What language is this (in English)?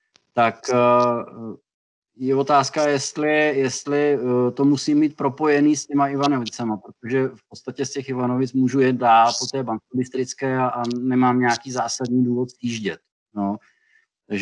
Czech